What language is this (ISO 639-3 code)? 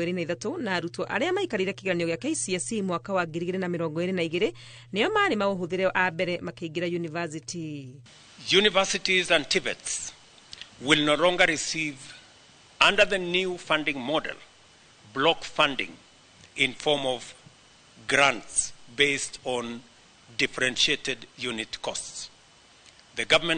kik